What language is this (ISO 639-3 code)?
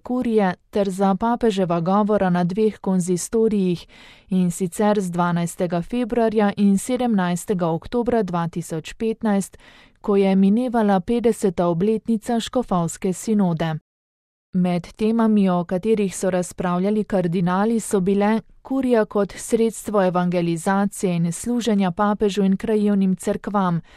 slv